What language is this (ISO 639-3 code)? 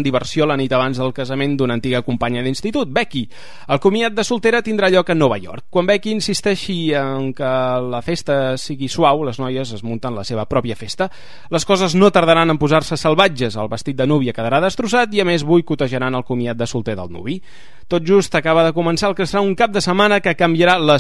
cat